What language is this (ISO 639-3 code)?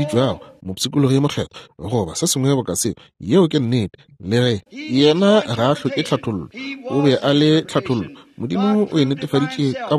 nso